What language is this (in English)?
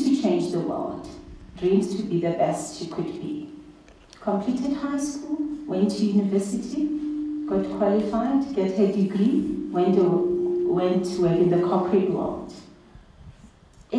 English